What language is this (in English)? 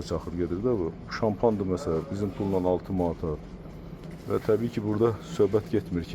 Azerbaijani